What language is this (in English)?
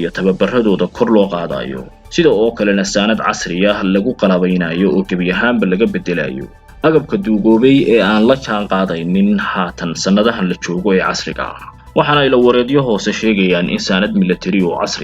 Somali